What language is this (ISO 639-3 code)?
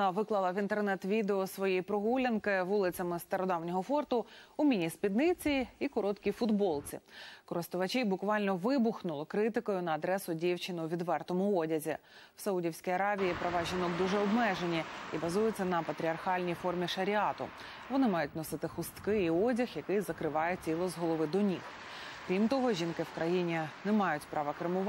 ukr